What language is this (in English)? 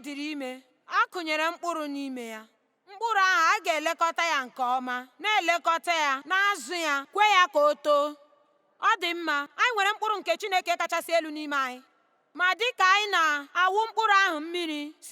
Igbo